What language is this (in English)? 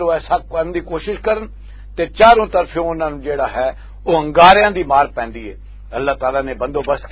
Western Panjabi